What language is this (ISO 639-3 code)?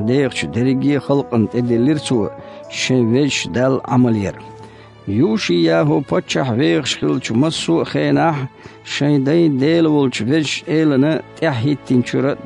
che